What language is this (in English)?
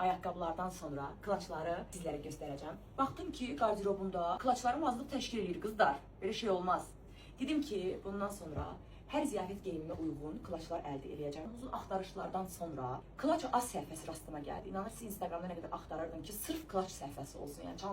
Azerbaijani